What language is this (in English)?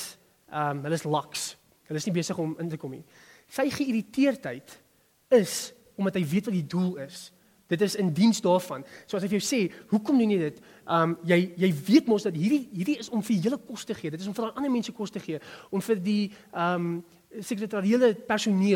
Afrikaans